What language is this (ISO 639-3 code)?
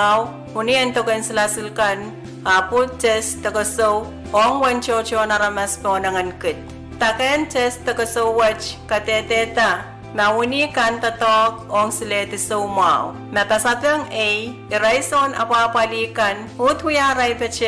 pon